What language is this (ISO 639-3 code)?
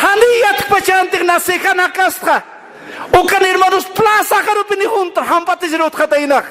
aym